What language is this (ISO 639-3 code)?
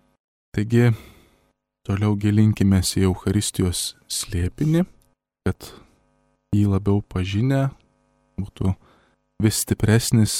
lit